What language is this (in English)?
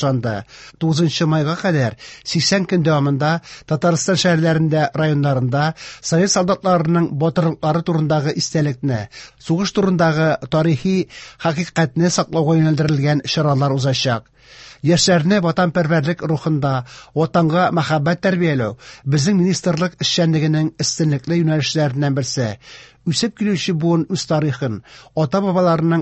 Tatar